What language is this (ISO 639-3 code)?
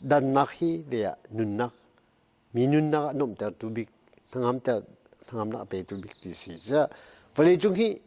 cnh